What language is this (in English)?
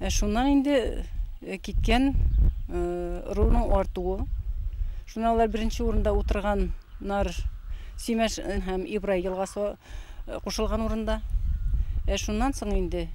Bashkir